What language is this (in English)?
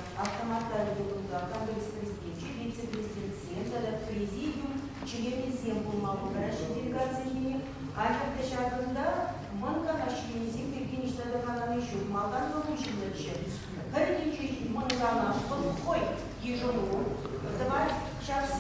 Chuvash